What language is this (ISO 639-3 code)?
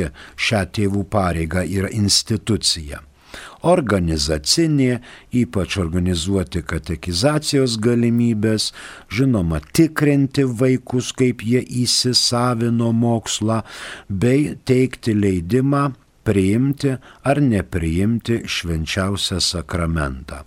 lit